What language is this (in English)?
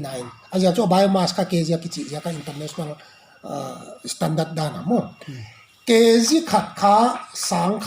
Paite Chin